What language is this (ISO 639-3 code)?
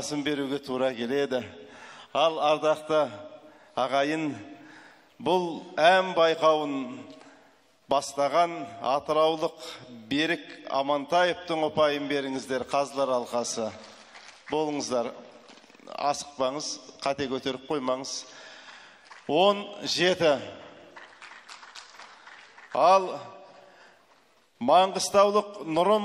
kaz